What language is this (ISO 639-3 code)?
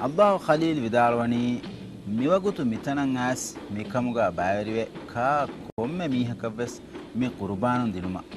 div